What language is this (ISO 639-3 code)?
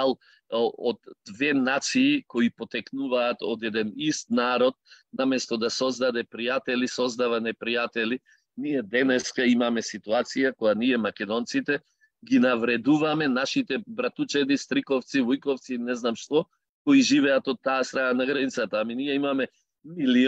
mkd